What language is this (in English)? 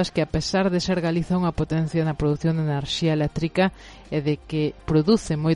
Galician